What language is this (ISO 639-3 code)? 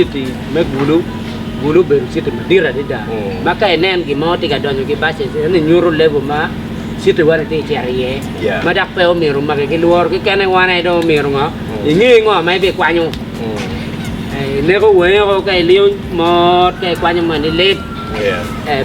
ach